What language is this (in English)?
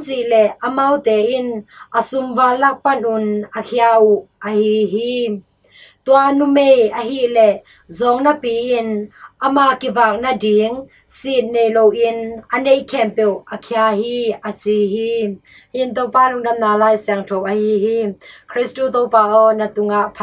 Tedim Chin